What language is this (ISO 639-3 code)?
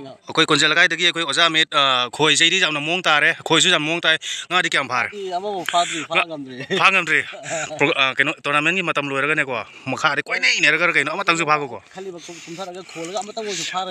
mni